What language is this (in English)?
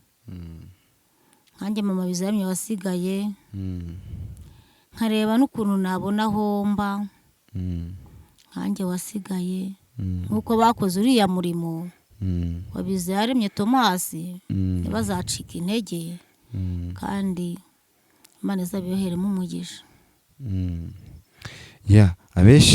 Kinyarwanda